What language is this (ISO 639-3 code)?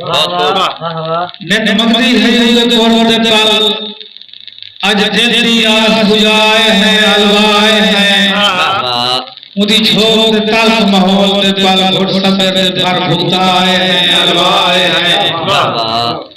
skr